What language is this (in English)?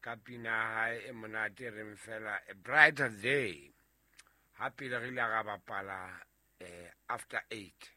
Southern Sotho